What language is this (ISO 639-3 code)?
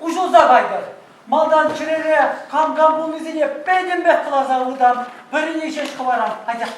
chv